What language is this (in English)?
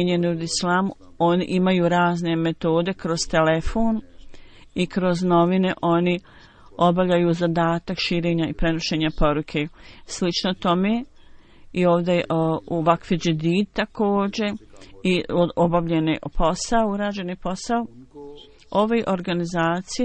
Bosnian